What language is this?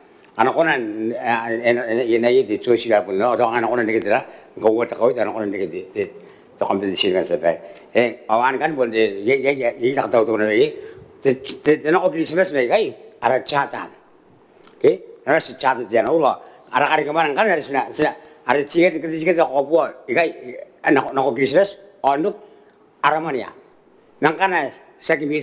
Gilbertese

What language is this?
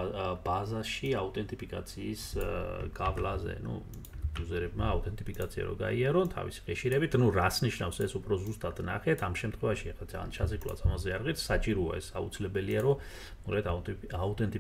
Georgian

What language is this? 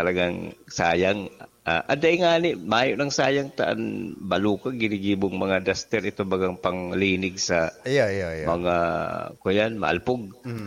Bikol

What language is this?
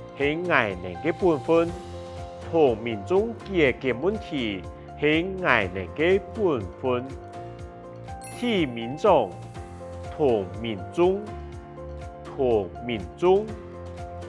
Hakka Chinese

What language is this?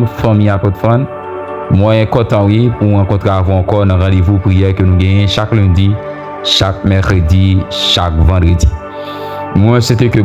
Haitian Creole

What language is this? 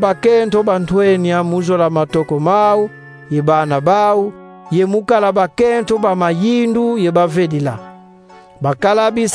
Kongo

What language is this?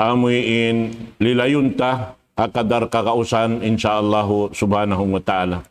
Tausug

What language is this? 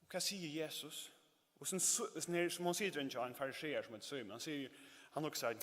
Faroese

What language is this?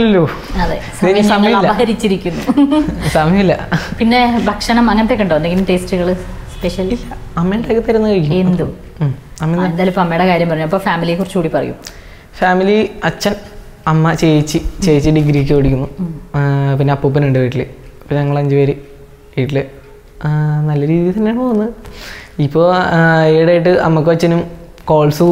Malayalam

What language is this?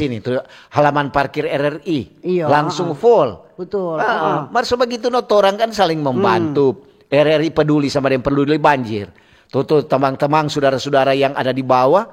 Manado Malay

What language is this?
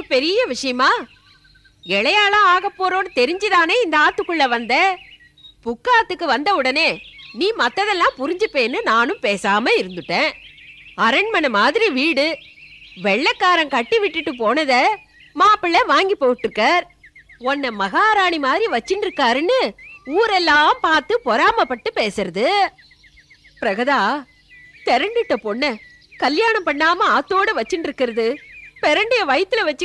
Tamil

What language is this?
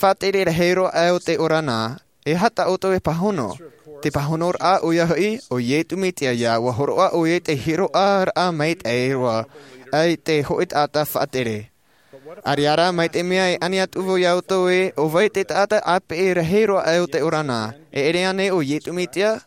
Tahitian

